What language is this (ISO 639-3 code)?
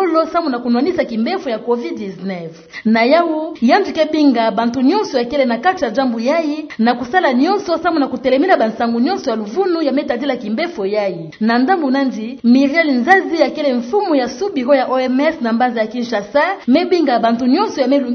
ktu